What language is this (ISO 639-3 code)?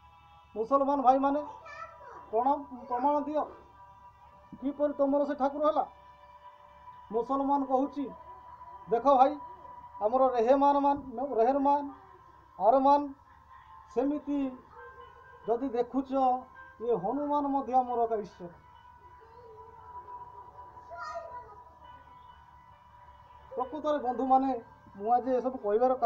ori